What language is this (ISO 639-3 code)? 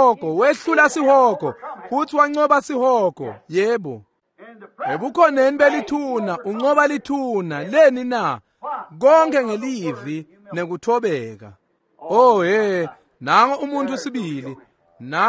ssw